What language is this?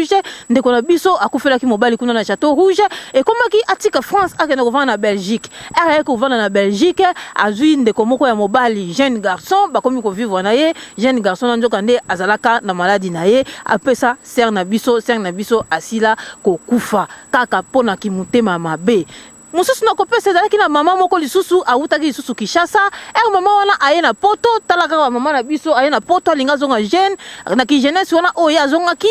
Lingala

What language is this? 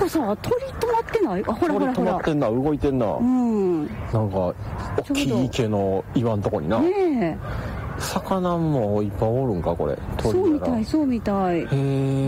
Japanese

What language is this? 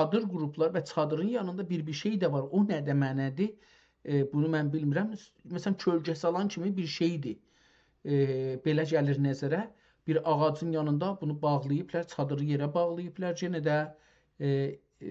South Azerbaijani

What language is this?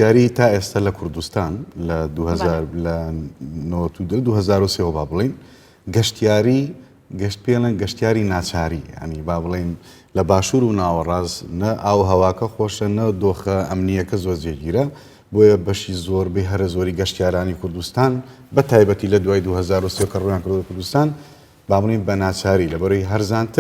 Central Kurdish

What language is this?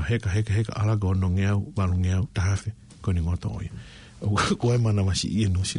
Tongan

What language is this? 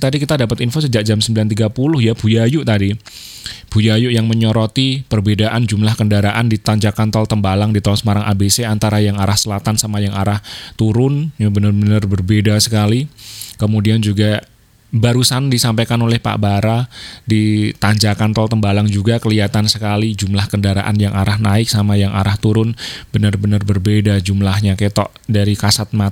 Indonesian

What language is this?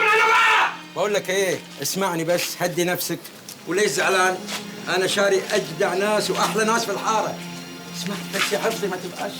Egyptian Arabic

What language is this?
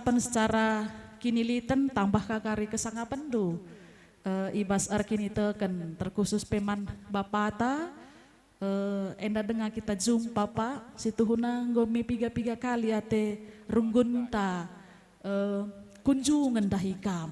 Batak Karo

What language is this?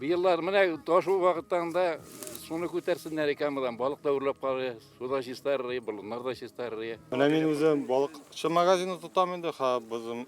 Tatar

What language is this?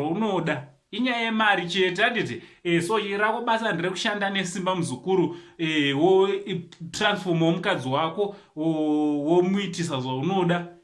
Shona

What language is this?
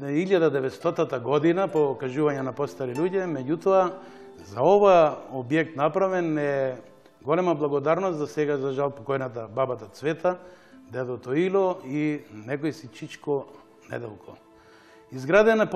Macedonian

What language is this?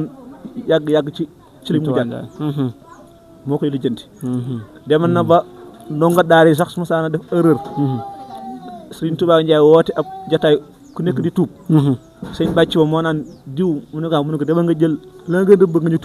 Wolof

